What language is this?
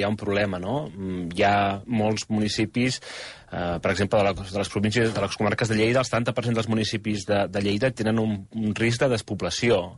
Catalan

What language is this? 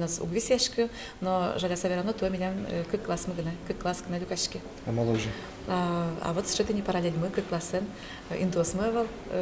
Udmurt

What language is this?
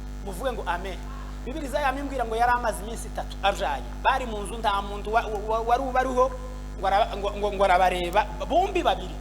Kinyarwanda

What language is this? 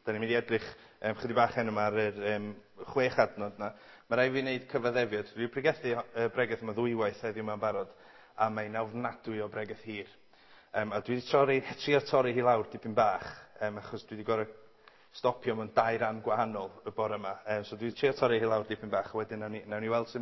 Welsh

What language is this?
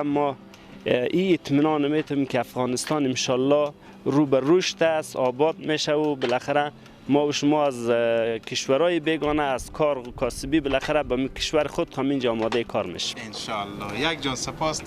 Persian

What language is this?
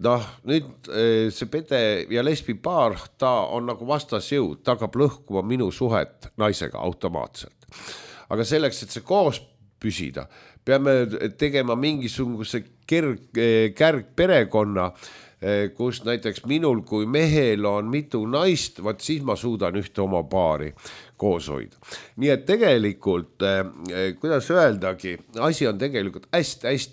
Estonian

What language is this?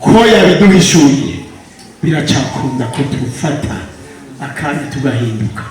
Rundi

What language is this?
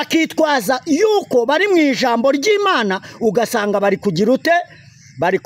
Kinyarwanda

